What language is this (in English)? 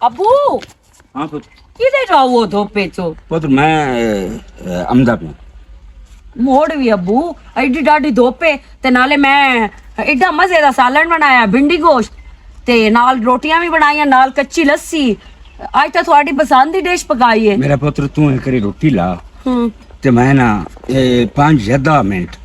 Western Panjabi